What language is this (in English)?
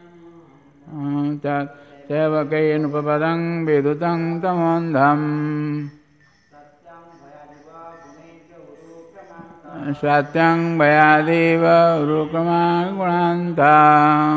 Odia